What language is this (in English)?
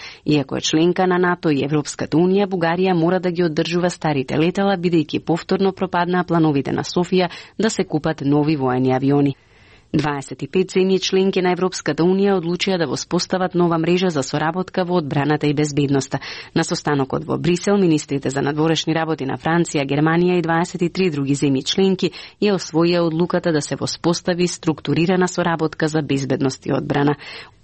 Macedonian